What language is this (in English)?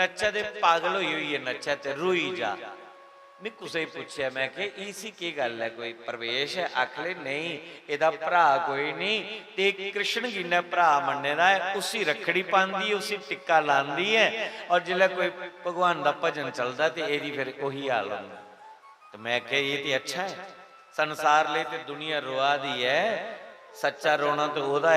Dogri